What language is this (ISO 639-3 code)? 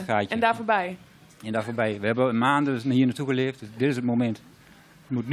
nld